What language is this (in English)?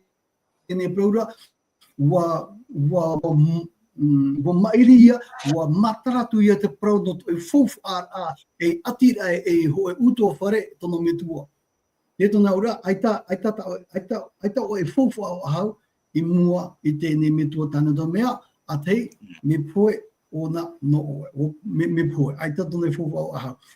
Tahitian